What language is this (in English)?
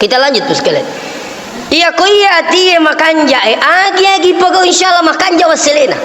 Buginese